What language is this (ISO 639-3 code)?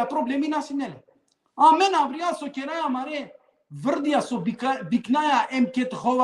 rmn